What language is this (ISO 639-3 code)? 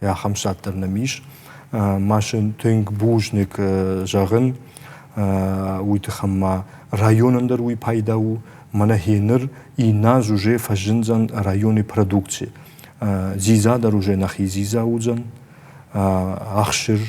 oss